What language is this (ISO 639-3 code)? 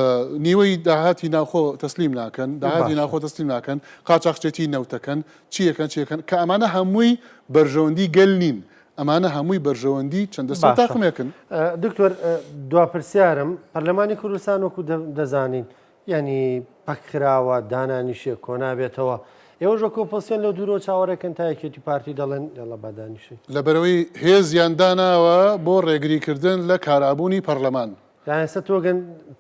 ckb